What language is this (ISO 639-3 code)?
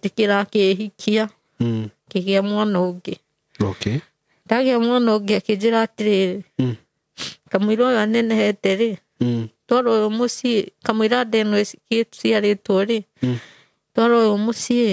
kik